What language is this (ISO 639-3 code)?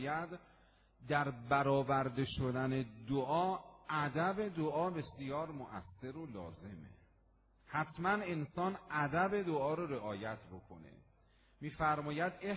fas